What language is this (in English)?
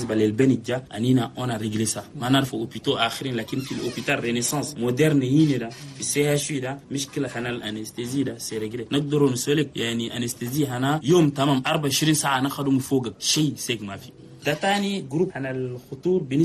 Chadian Arabic